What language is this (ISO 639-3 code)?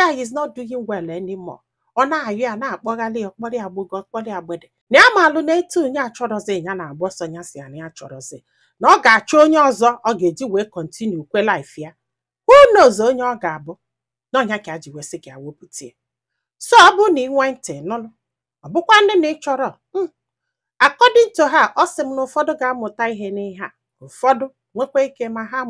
ibo